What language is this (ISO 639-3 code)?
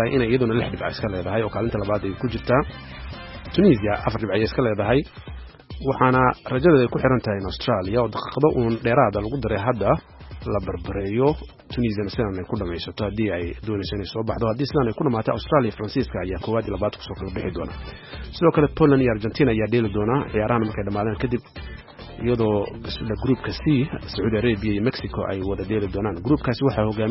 som